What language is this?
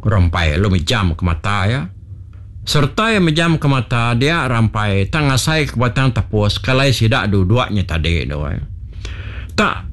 Iban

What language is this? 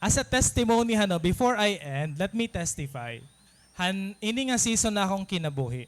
Waray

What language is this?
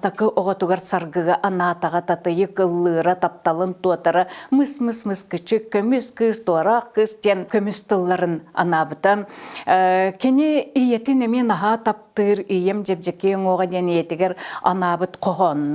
Yakut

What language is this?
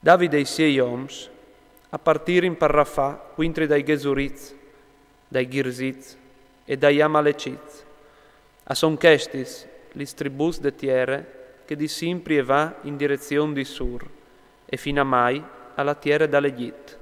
Friulian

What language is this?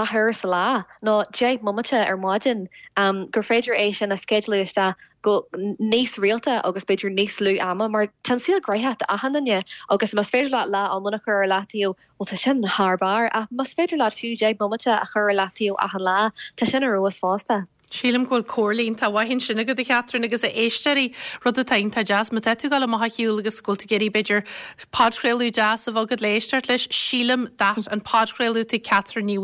Irish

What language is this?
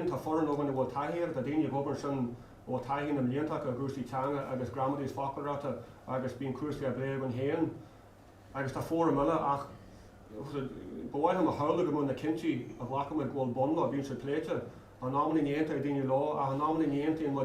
Irish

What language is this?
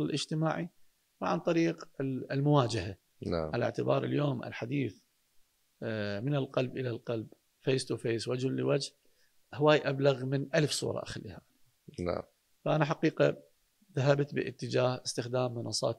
Mesopotamian Arabic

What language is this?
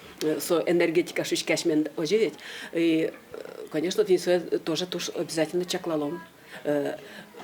Udmurt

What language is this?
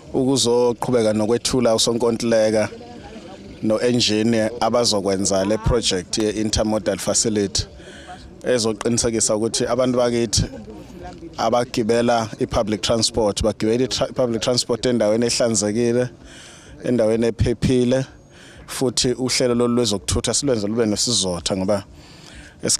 Zulu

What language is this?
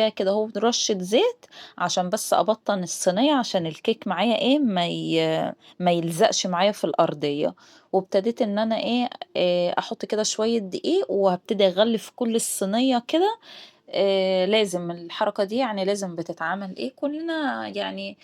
Egyptian Arabic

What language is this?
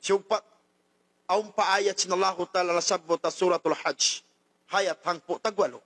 Tausug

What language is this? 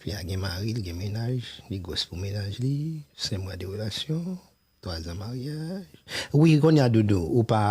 Haitian Creole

